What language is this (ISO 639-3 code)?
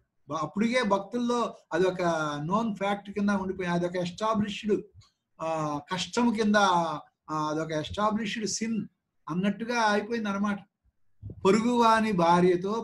tel